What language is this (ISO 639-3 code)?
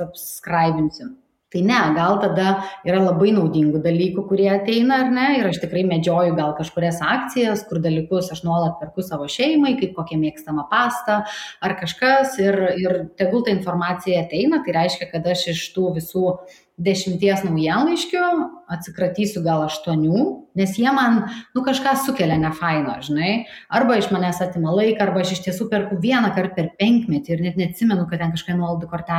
lit